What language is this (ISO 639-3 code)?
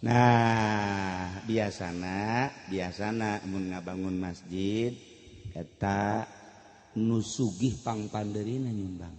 sun